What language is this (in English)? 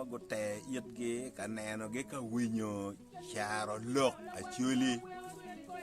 Acoli